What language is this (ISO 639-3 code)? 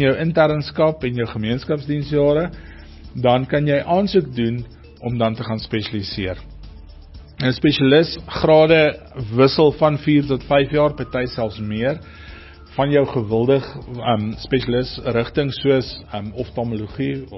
afr